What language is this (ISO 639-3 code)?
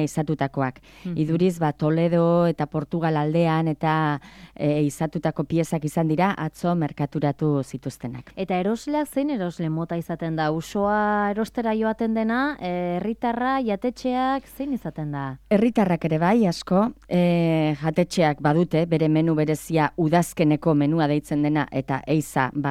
eus